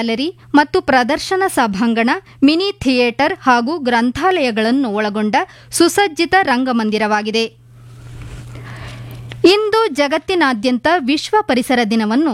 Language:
Kannada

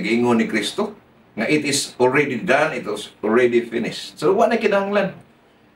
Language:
Cebuano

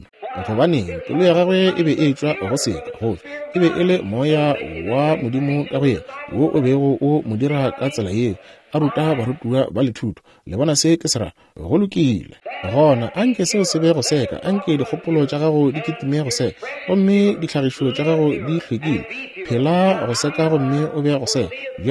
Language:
Northern Sotho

